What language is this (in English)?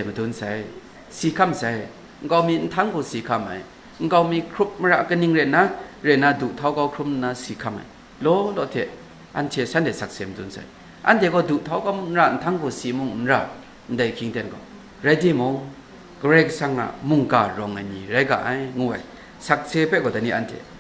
Kachin